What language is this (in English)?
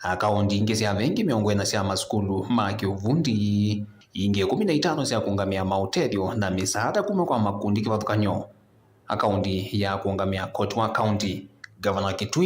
Kamba